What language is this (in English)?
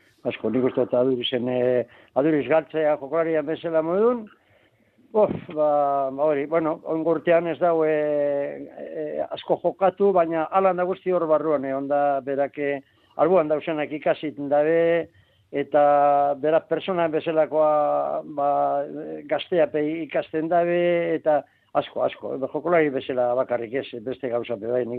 Basque